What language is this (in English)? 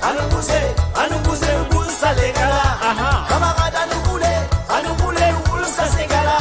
Morisyen